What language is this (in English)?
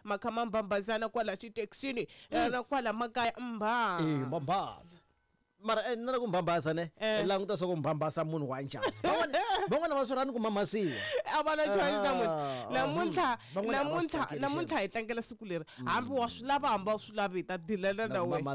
Tsonga